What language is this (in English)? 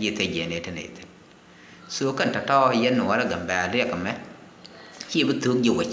Nuer